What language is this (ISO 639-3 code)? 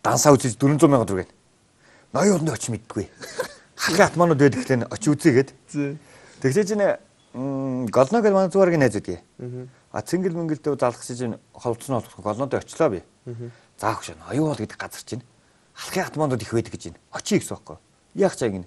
mon